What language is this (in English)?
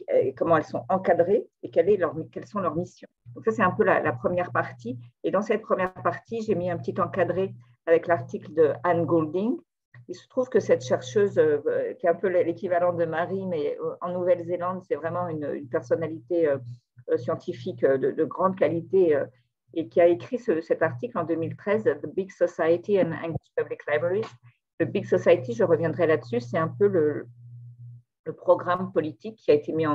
French